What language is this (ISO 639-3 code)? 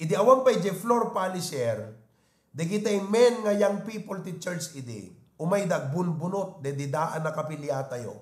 ilo